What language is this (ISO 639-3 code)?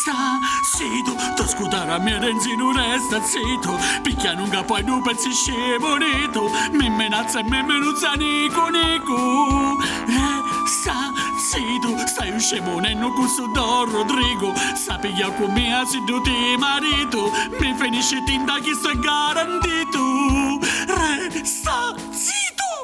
scn